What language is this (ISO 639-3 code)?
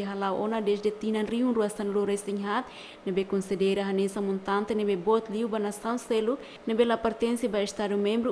tet